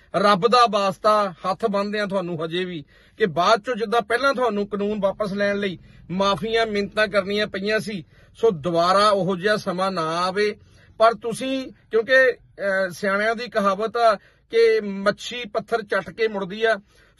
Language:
Punjabi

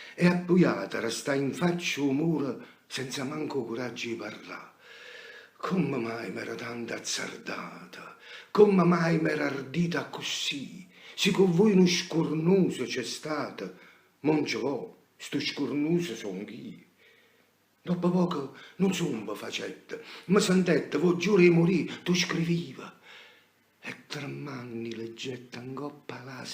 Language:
Neapolitan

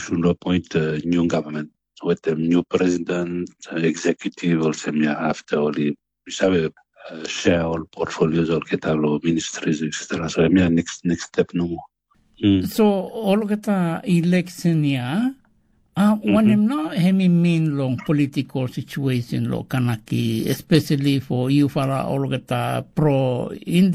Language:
Bislama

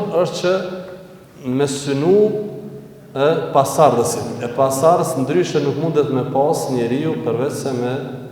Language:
Albanian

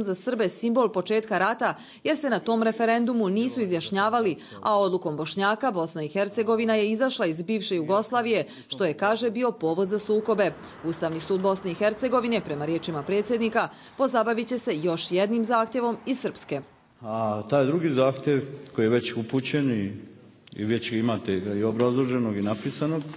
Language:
Bosnian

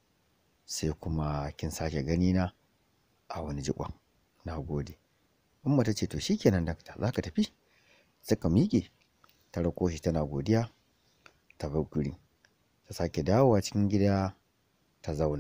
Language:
Hausa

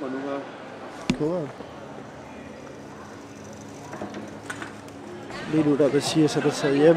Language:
Danish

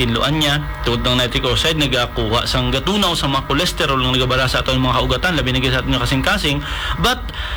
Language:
Hiligaynon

